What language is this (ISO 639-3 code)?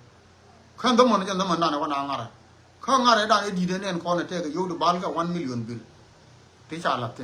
nus